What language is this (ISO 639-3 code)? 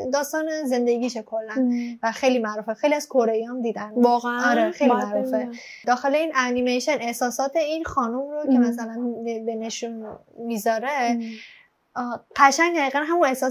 fas